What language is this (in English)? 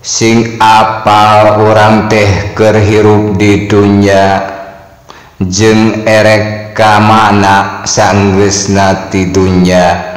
Sundanese